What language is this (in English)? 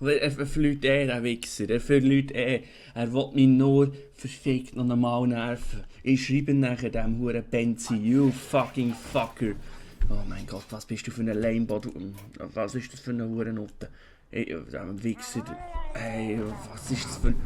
Swiss German